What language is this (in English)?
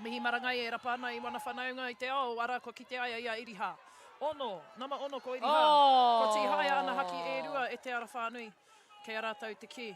Māori